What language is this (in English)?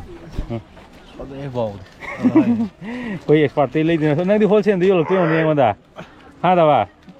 Manipuri